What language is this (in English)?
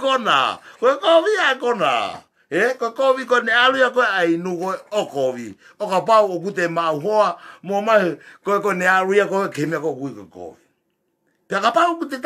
Tongan